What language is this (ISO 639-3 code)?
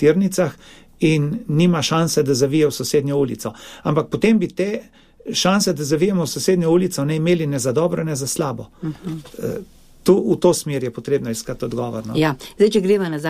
slv